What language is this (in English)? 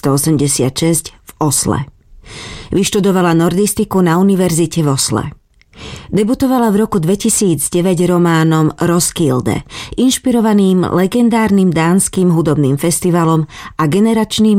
Slovak